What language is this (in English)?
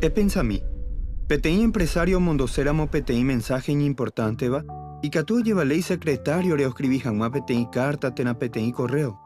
Guarani